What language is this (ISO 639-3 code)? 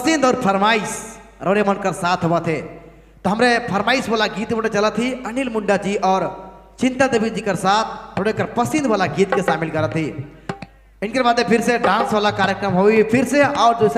sck